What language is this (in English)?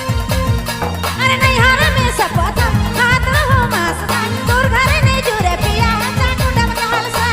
Sadri